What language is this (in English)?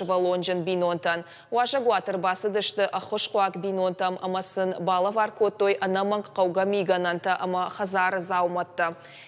Ossetic